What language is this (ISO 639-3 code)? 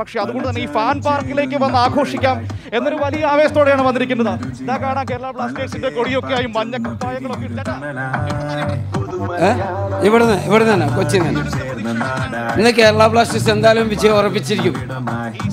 mal